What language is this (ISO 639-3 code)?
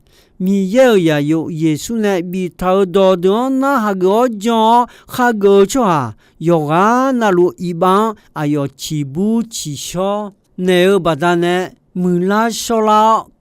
ahk